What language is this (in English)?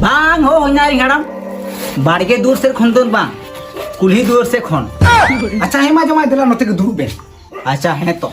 Santali